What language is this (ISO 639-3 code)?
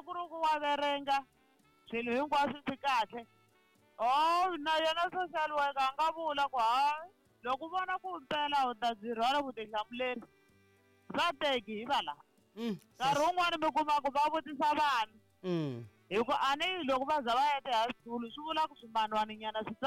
tso